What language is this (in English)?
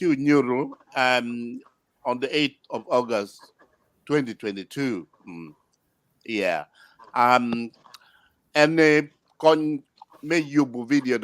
Acoli